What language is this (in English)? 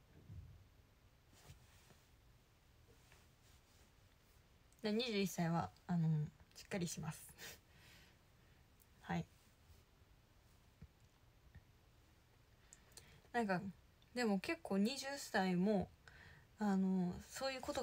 Japanese